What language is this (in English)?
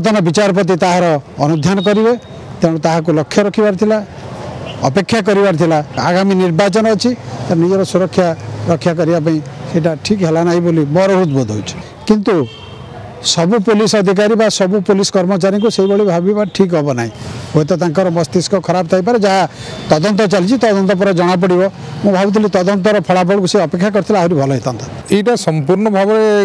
Odia